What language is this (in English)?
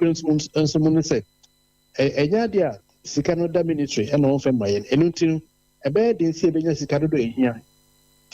Akan